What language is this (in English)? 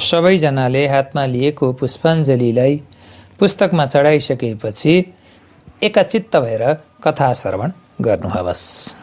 Nepali